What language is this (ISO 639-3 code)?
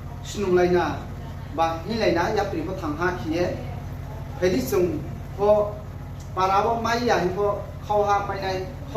ria